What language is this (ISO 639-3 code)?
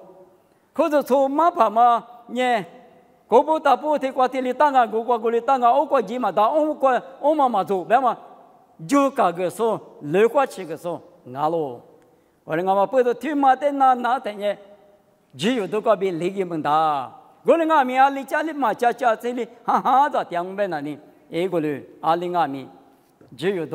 lis